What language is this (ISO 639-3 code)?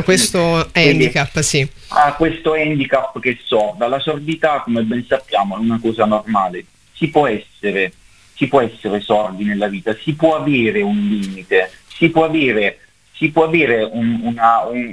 ita